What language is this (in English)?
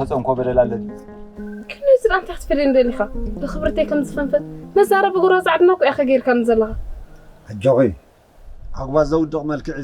Tigrinya